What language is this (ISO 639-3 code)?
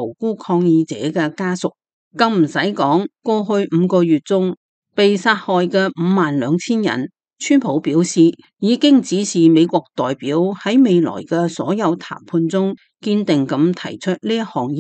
yue